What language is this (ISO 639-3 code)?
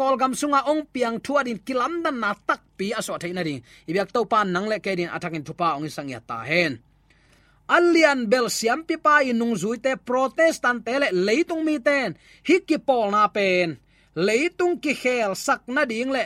ctd